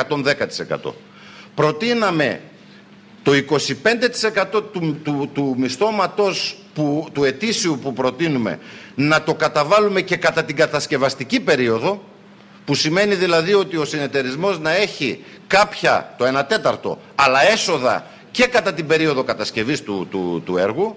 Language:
Greek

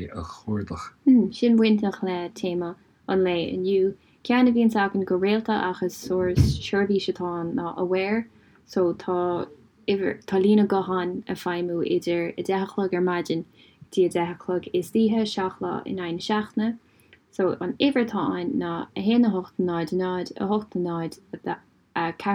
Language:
Irish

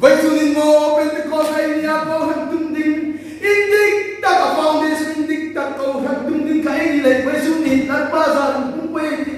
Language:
Hmar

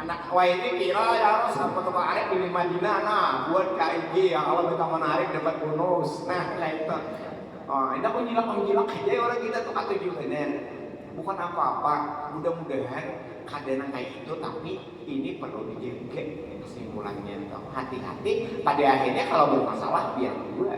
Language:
Banjar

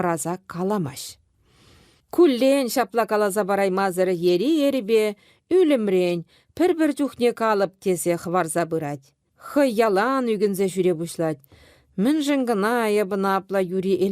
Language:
Chuvash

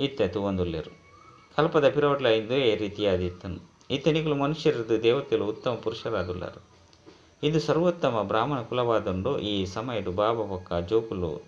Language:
Tulu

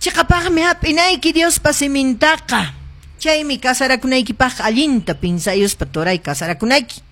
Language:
Quechua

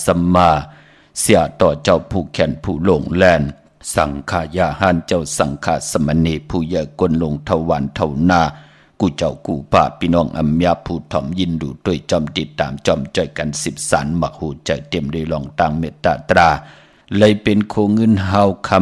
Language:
Shan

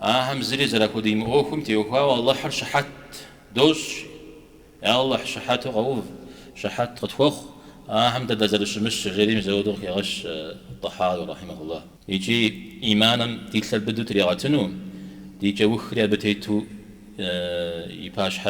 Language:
Kabardian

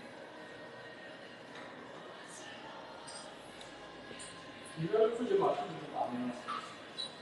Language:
Chinese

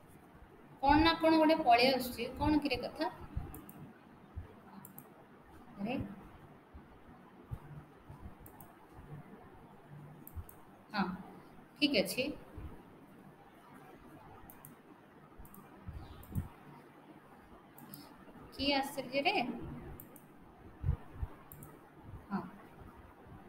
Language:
Odia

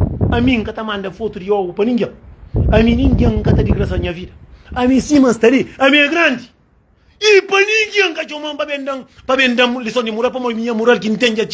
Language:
Kabuverdianu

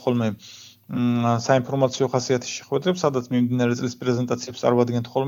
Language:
Georgian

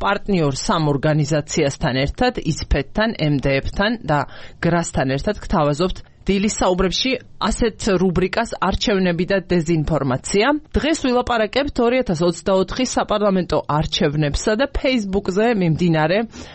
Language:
Georgian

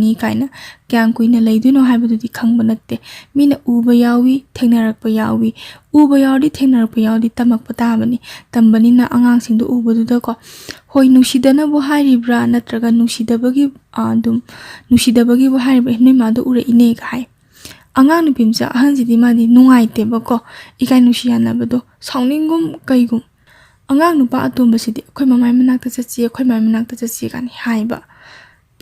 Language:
Manipuri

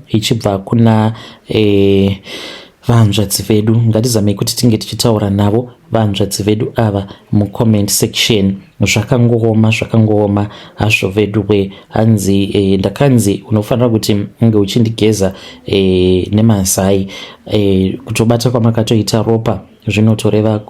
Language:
Shona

